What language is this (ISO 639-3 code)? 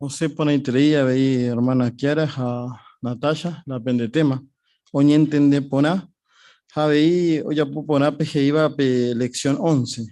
grn